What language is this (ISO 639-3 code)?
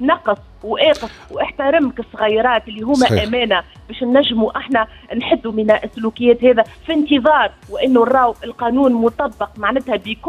aeb